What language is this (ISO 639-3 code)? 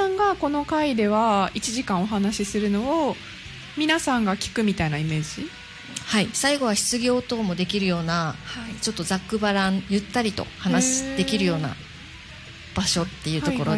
jpn